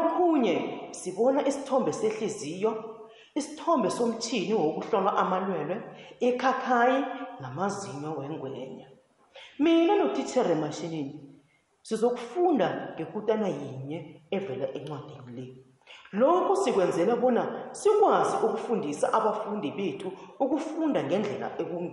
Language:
South Ndebele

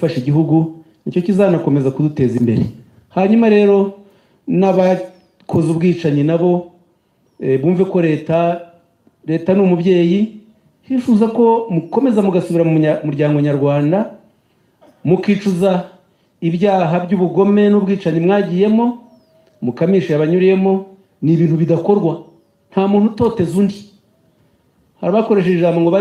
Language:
Kinyarwanda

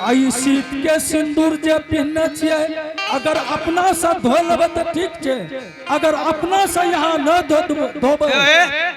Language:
Angika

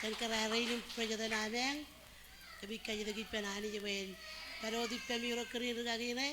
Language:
Marshallese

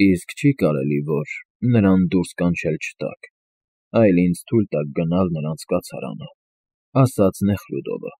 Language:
Armenian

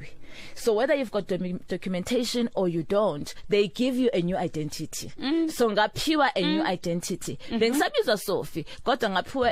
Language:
Zulu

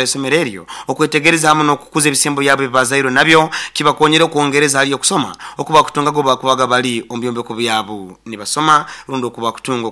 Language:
Nyoro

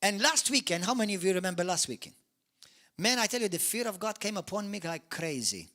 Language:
English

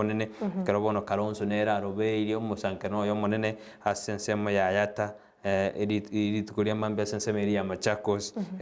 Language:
Gusii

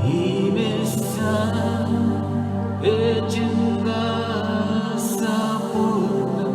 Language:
Pohnpeian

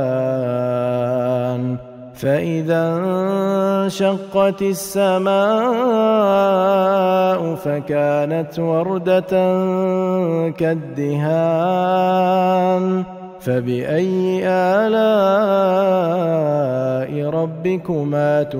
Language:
Arabic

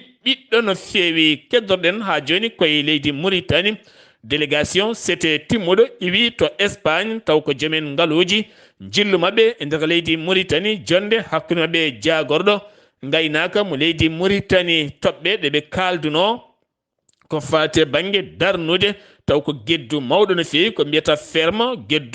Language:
Fula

